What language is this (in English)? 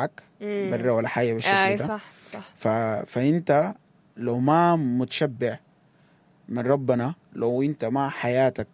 Sudanese Arabic